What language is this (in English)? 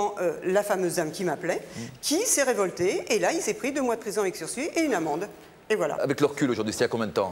French